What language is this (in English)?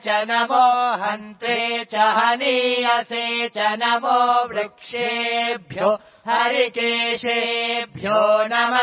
Sanskrit